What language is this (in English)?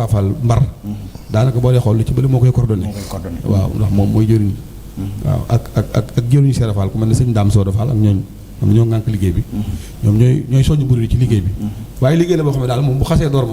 Wolof